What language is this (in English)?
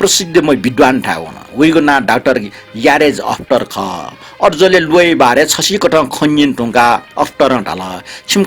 Newari